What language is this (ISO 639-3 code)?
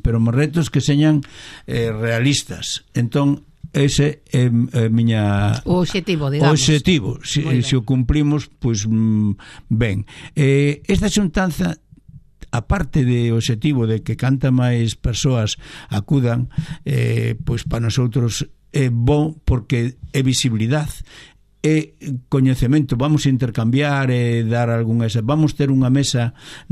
glg